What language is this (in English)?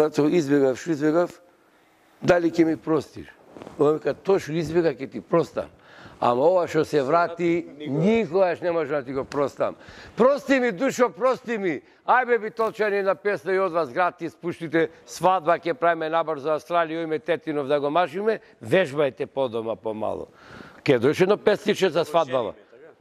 Macedonian